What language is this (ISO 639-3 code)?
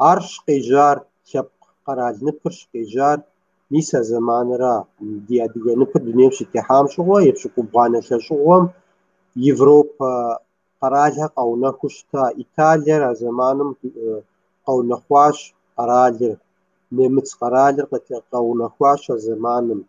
kbd